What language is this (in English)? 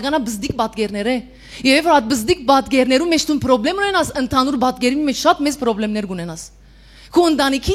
Western Armenian